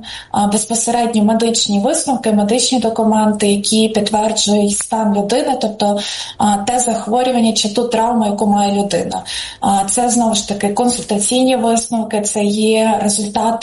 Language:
Ukrainian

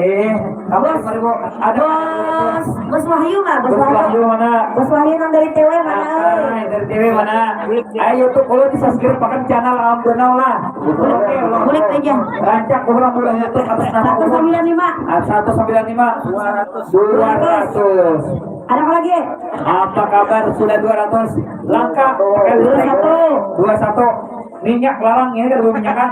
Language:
Banjar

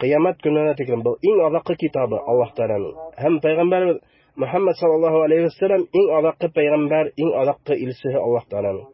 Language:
Bashkir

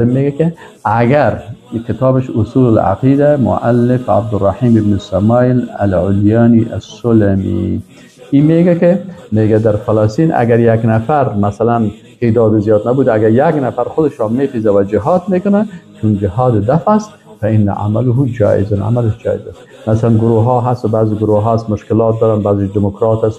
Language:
Persian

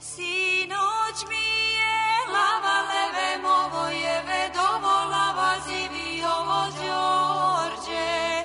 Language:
Serbian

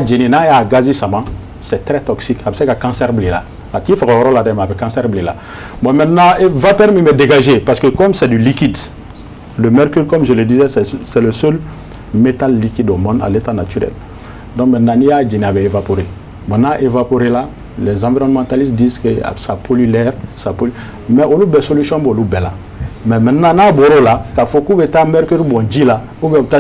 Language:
Bambara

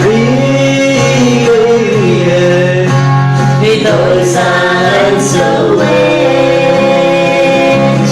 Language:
Pohnpeian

